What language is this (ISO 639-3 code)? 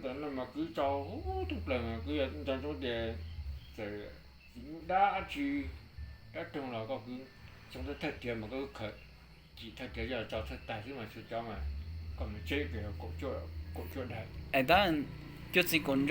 hmn